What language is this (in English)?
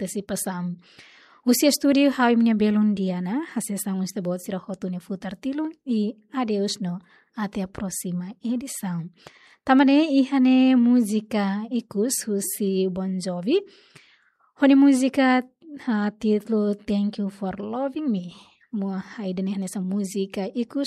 Tetum